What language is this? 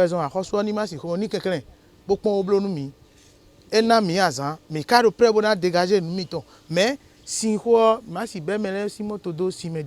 Fon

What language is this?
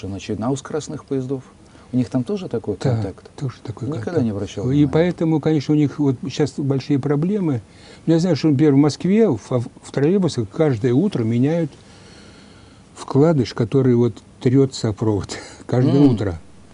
Russian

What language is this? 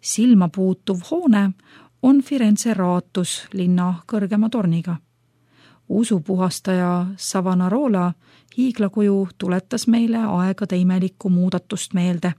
Estonian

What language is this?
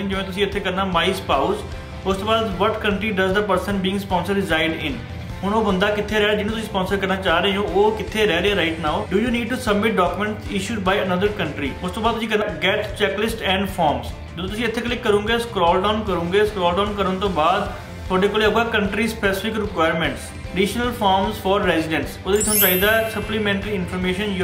Punjabi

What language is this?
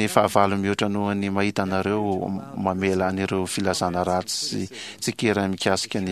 Malagasy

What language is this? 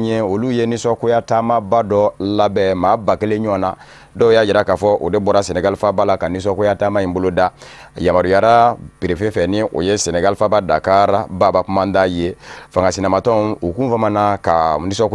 Bambara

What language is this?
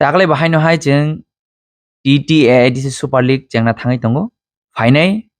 Kok Borok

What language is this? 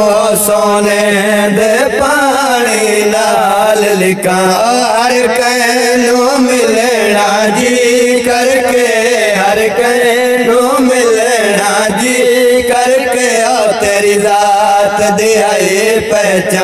Saraiki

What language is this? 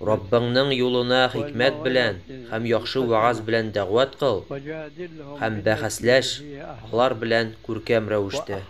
Tatar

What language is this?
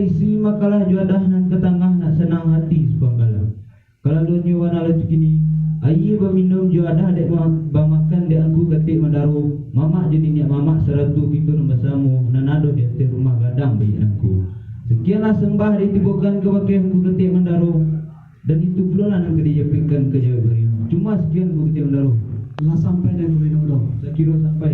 Minangkabau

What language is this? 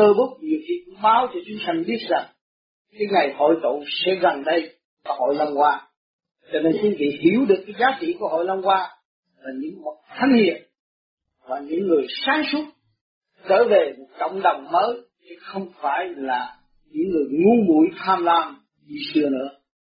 Vietnamese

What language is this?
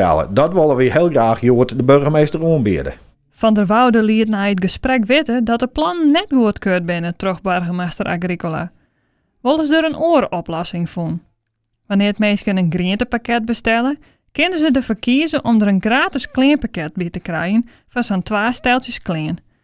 Western Frisian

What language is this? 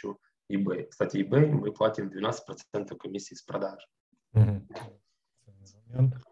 Russian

